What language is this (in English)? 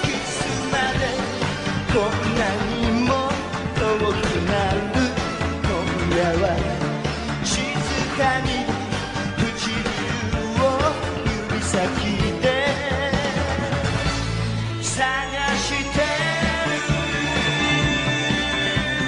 Japanese